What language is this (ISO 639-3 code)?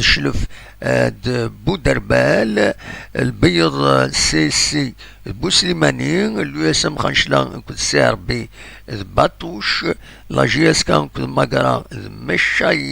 kab